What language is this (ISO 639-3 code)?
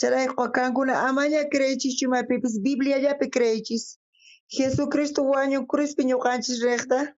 quh